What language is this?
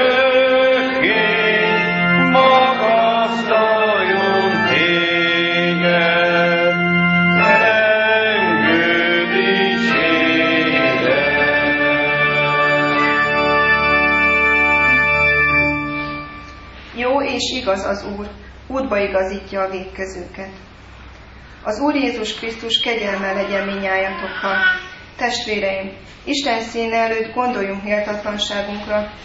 Hungarian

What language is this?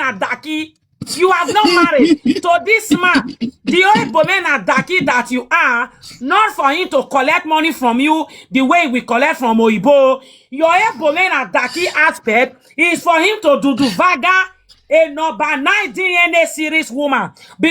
Nigerian Pidgin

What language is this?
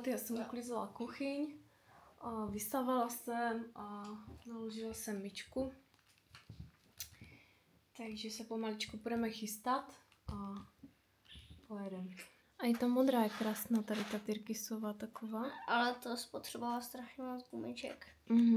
Czech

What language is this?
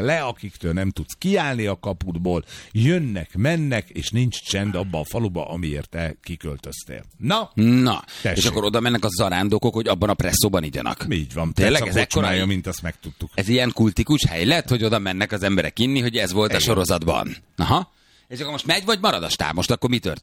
Hungarian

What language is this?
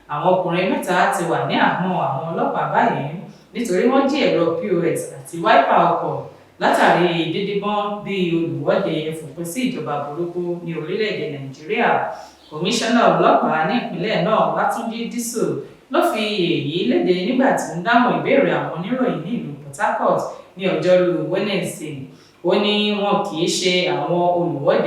Yoruba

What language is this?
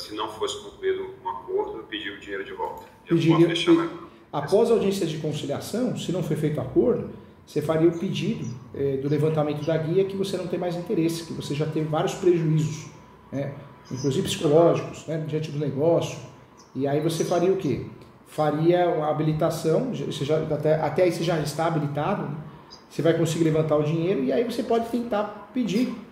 Portuguese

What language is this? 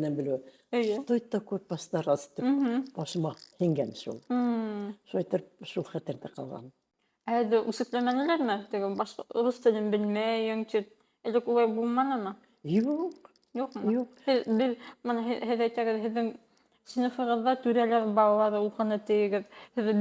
Bashkir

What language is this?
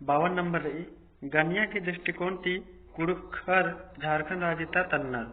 Kurukh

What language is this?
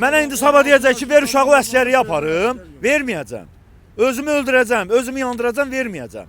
Azerbaijani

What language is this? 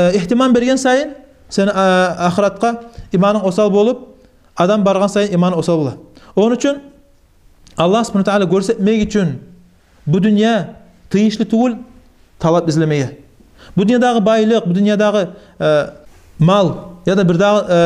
Kumyk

